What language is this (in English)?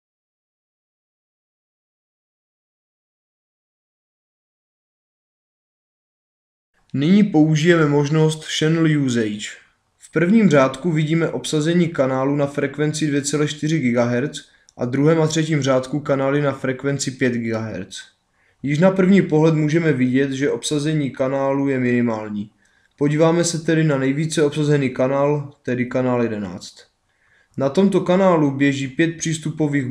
Czech